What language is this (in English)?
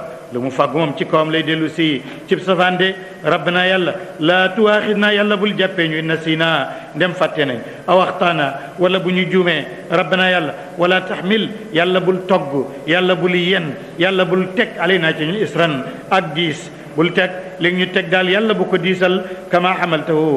Wolof